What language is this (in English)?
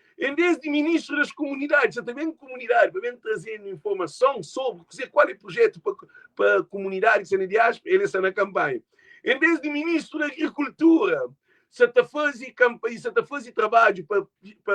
Kabuverdianu